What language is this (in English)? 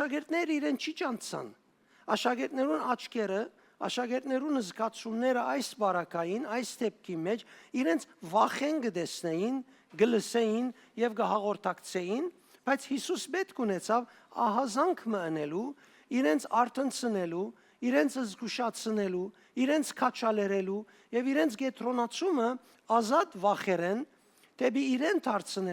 Western Armenian